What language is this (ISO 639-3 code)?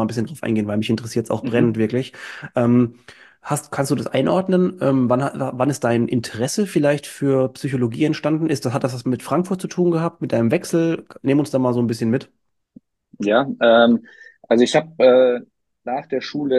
deu